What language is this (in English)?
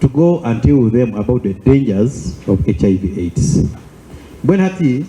Nyankole